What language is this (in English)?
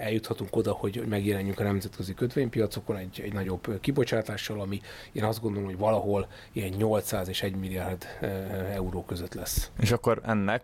Hungarian